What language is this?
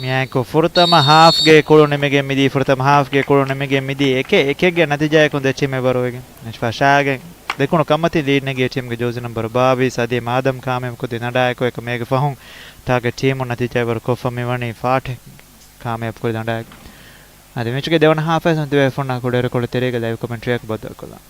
Divehi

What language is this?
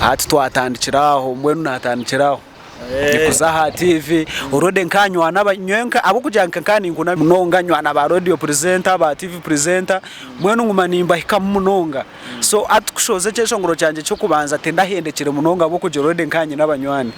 Nyankole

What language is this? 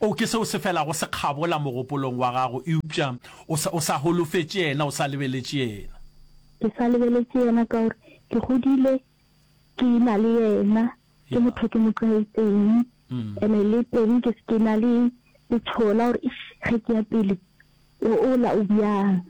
Northern Sotho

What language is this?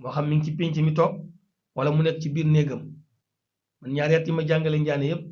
Wolof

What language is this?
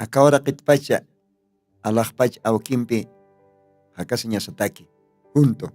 Aymara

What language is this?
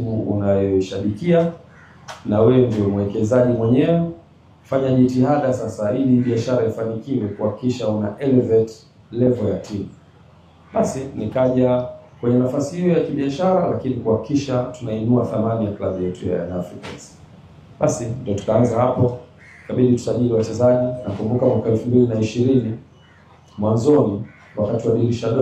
Swahili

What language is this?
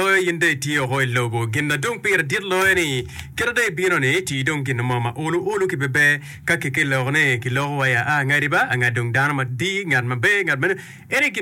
Acoli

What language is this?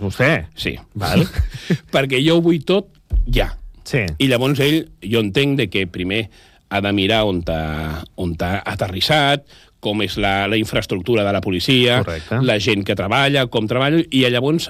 Catalan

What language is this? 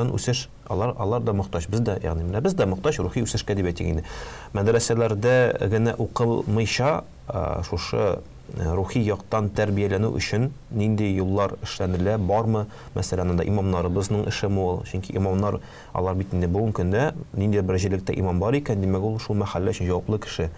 Tatar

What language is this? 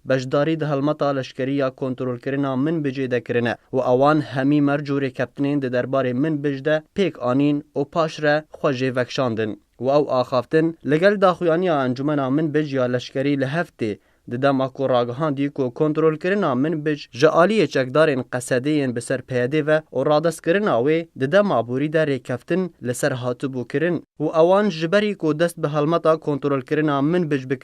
Kurdish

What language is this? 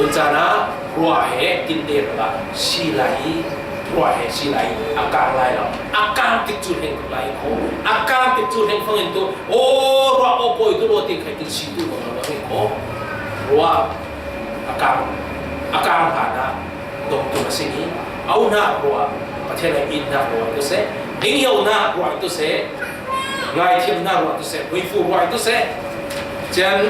Falam Chin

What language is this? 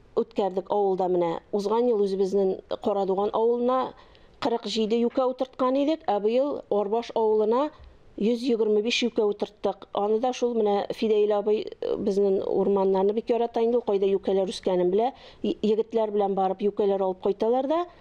Tatar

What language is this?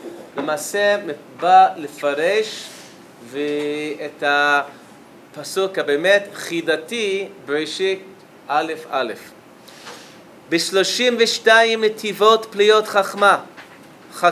Hebrew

